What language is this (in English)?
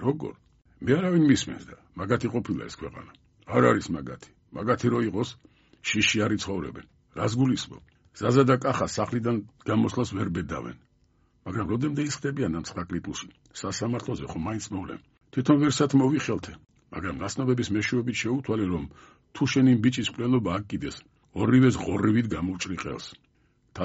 Georgian